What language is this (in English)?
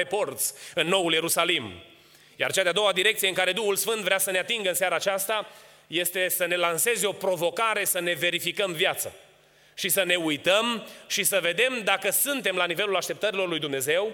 Romanian